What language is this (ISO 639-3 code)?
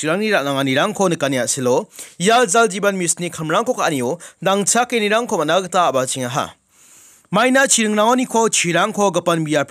grt